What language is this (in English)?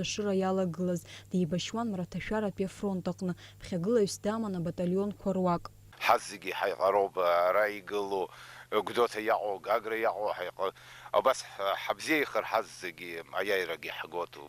Abkhazian